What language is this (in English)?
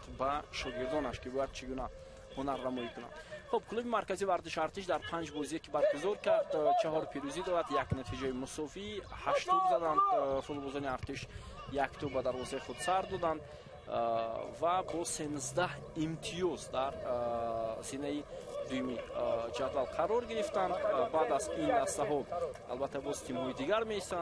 Tajik